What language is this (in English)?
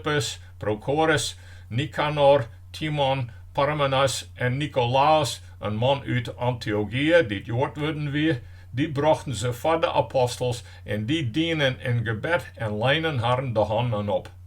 Western Frisian